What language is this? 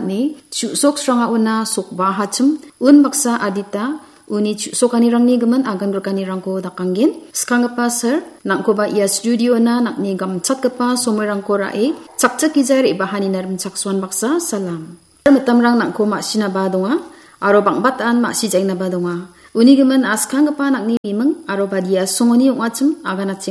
Garo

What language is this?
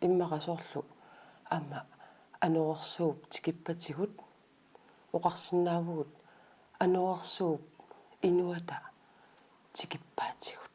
Kalaallisut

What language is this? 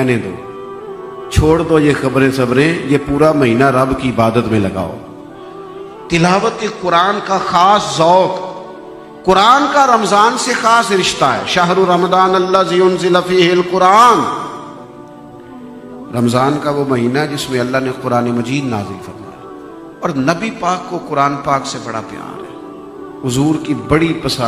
Urdu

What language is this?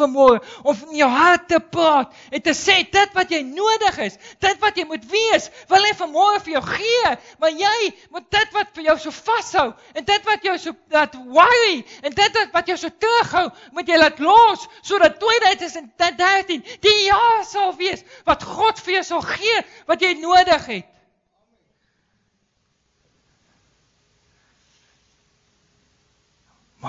Afrikaans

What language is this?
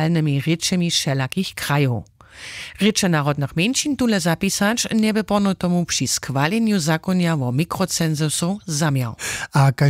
Upper Sorbian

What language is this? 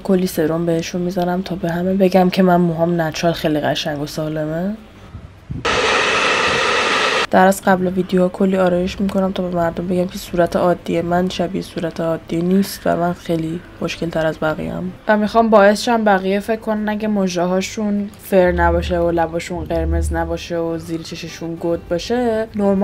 Persian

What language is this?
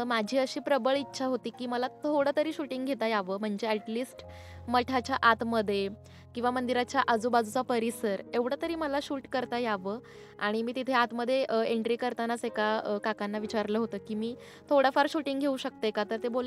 Marathi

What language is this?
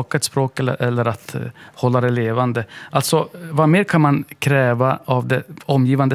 Swedish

